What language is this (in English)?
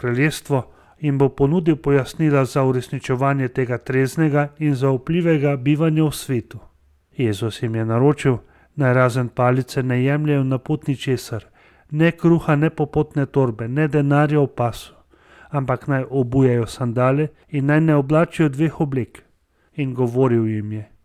Slovenian